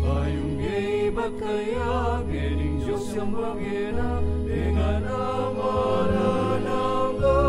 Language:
Pampanga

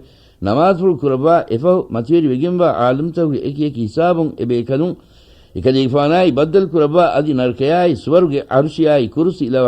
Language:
Divehi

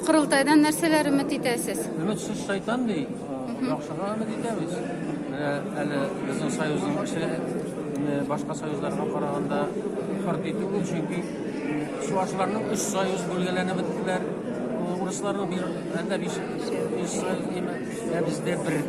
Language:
Tatar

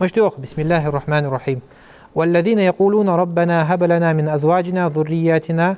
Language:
Ingush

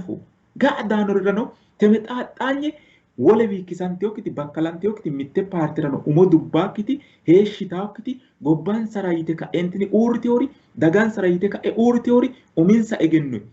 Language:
Sidamo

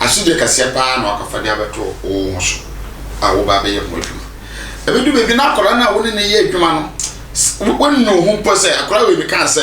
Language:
Akan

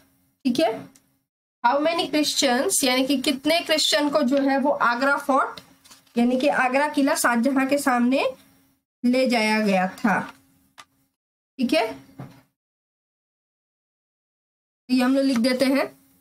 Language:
Hindi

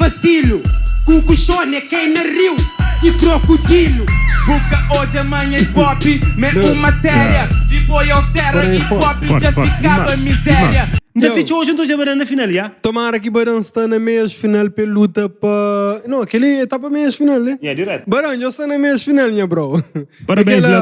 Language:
Kabuverdianu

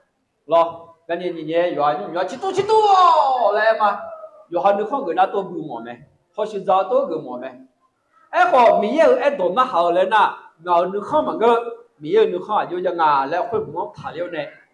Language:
Akha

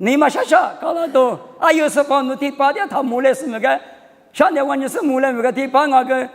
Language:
Lisu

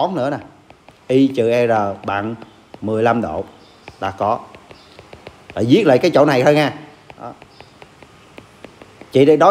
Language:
Vietnamese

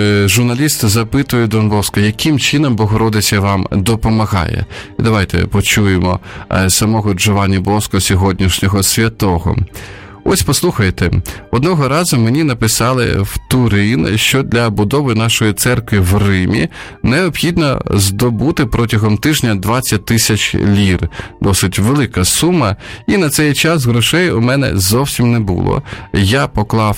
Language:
Ukrainian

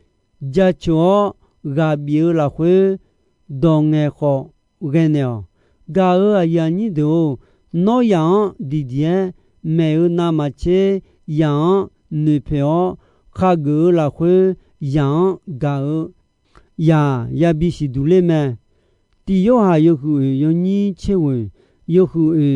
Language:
Akha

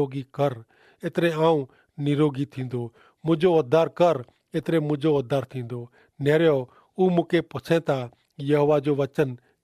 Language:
Kachhi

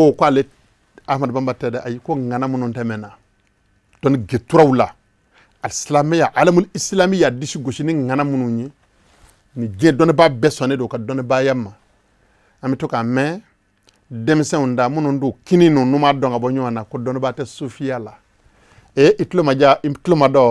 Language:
Bambara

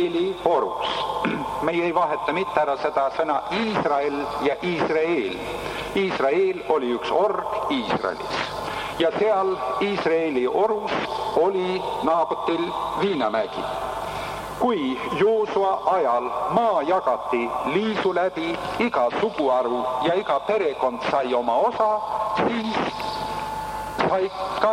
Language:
Estonian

